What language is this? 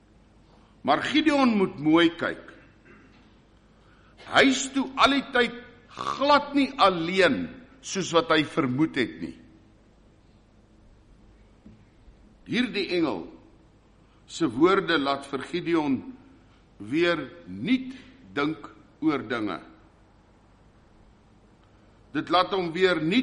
Afrikaans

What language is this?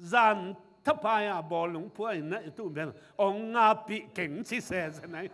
Tedim Chin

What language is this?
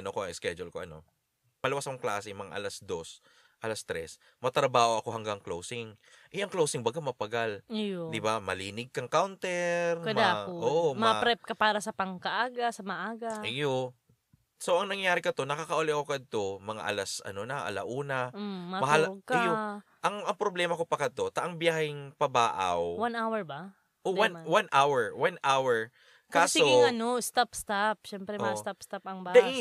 Bikol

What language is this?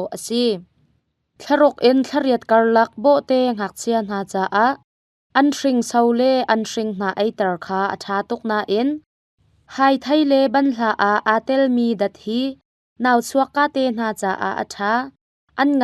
Hakha Chin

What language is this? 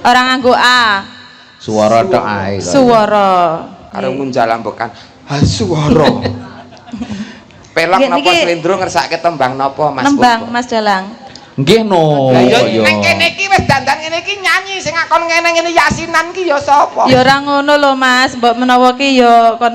Javanese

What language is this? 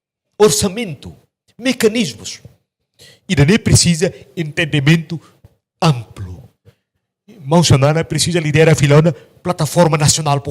Tetum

